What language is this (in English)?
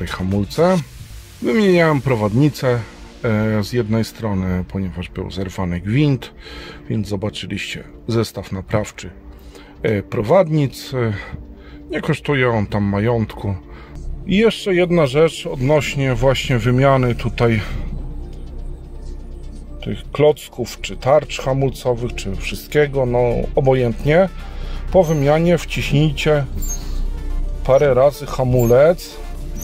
Polish